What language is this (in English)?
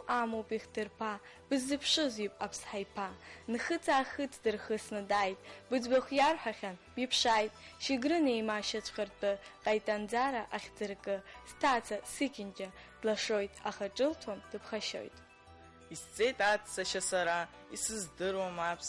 Abkhazian